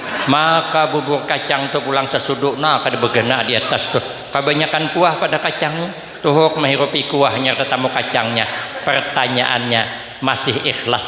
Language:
Banjar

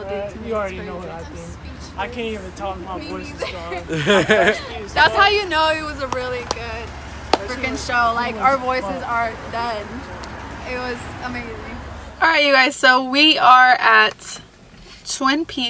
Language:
English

